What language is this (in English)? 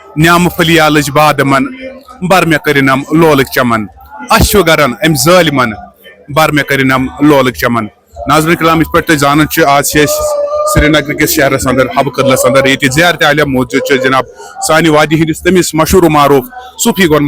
Kashmiri